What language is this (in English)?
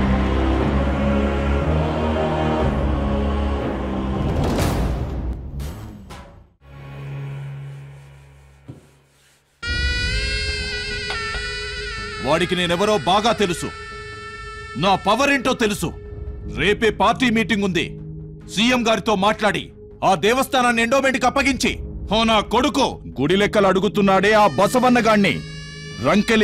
Telugu